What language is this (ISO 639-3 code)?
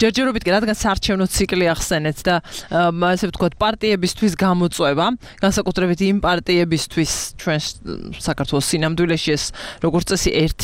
kat